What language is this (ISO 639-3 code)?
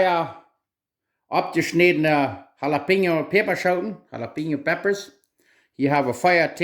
pdt